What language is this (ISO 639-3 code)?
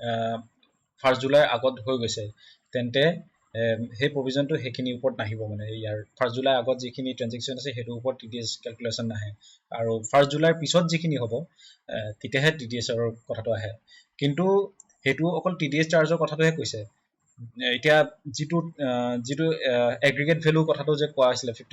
asm